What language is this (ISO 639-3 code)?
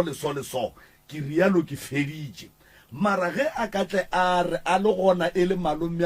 nso